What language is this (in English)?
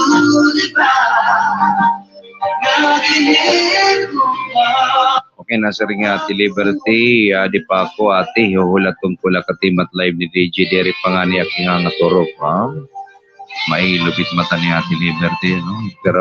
Waray